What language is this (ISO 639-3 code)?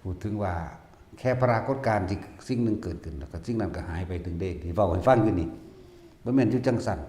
tts